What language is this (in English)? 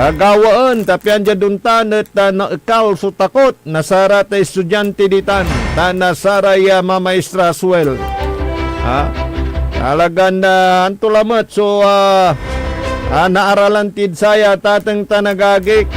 Pangasinan